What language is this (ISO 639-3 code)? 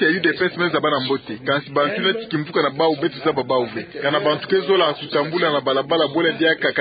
ktu